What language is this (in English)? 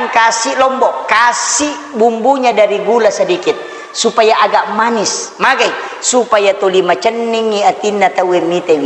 Buginese